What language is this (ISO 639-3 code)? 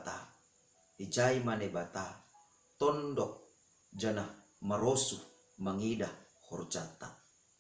bts